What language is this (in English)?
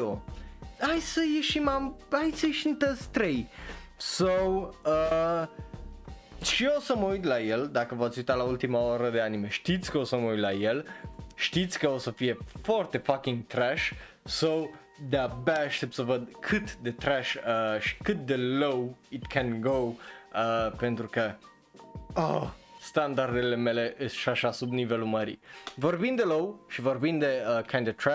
Romanian